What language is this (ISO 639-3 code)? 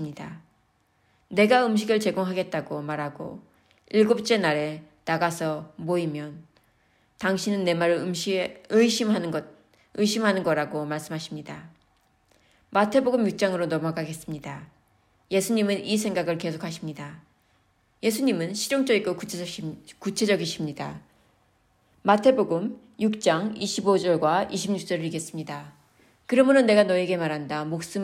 kor